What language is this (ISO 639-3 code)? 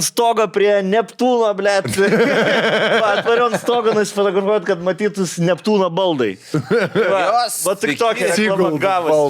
lit